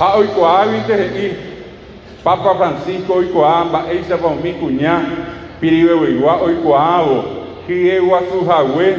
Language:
Guarani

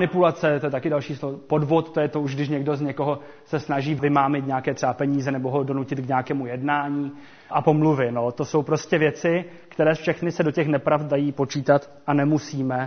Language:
Czech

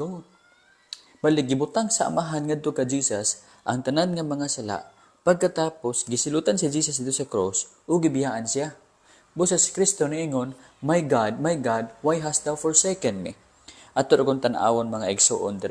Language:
Cebuano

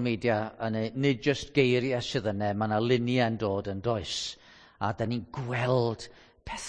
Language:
Welsh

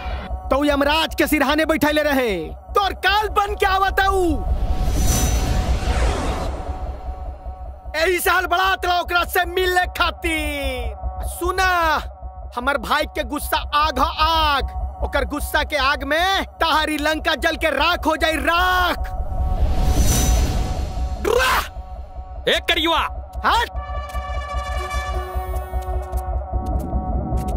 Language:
Bhojpuri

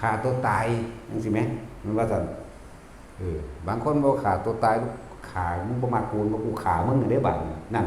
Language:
Northeastern Thai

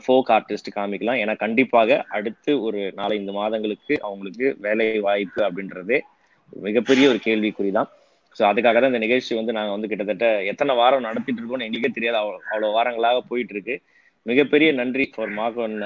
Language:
Tamil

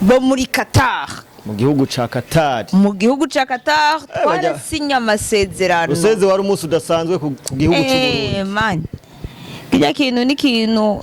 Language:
Rundi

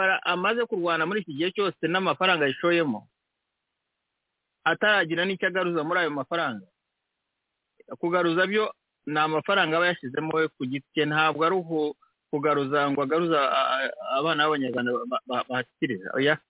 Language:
Kinyarwanda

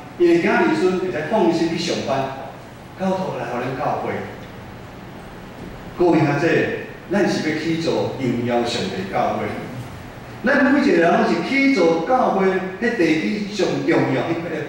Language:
Min Nan Chinese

